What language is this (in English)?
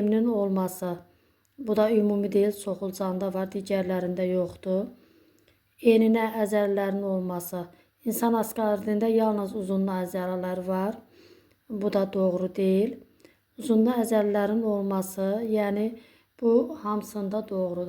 Azerbaijani